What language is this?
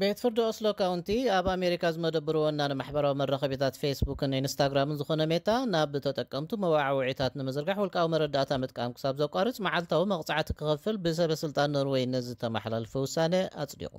Tigrinya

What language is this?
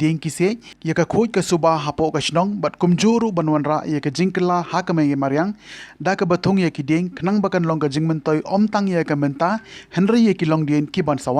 Khasi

